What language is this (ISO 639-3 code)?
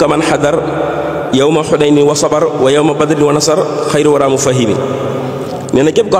wol